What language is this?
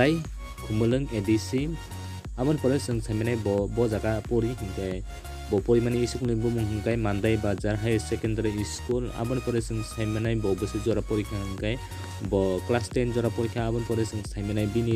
Kok Borok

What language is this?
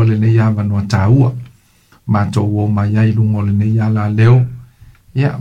Samoan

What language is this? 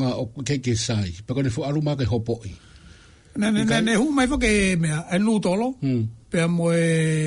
Tongan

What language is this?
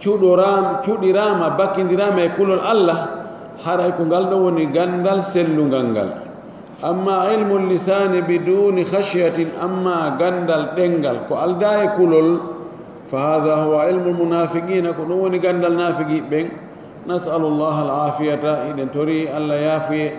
Pular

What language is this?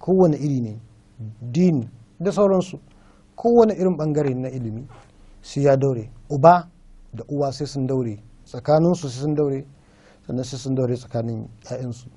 Hausa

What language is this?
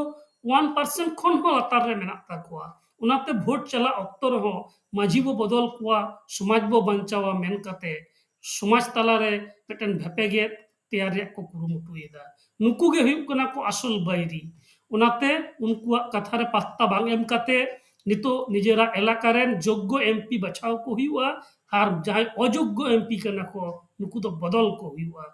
Santali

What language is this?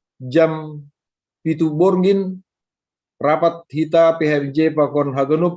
Batak Simalungun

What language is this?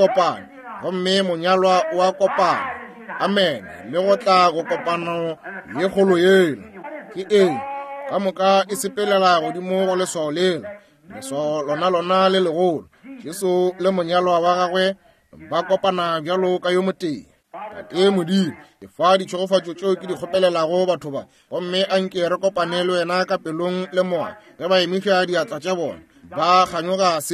Northern Sotho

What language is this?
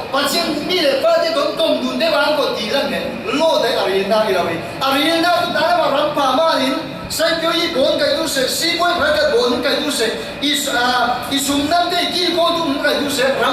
Falam Chin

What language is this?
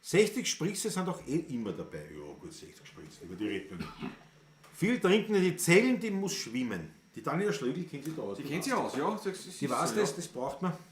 Bavarian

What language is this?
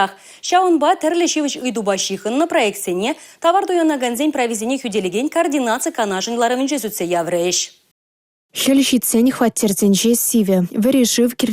Chuvash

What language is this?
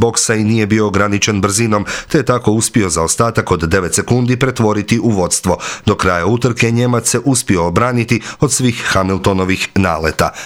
Croatian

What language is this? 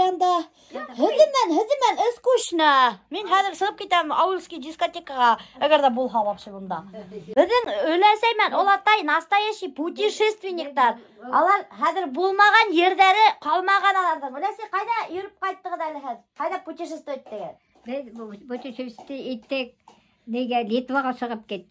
Bashkir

